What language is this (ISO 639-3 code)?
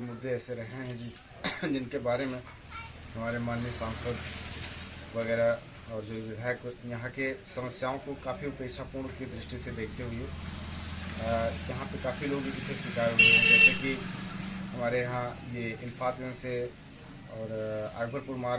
hin